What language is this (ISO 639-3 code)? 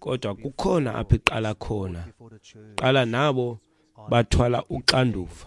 xho